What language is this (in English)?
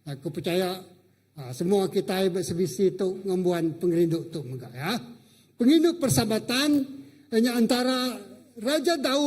Iban